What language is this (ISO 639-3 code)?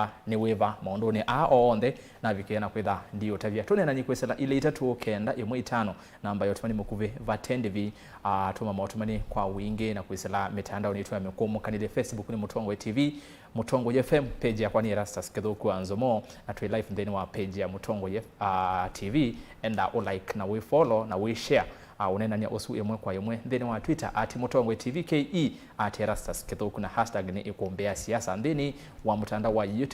kam